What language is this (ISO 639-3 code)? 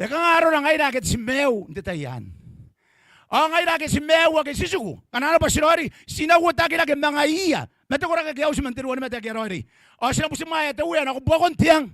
gil